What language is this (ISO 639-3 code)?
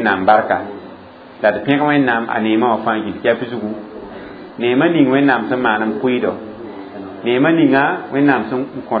mos